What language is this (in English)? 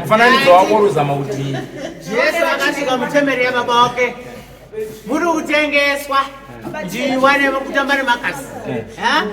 Shona